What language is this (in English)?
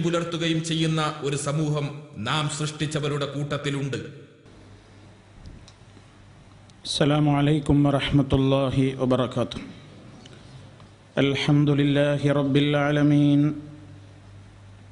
Malayalam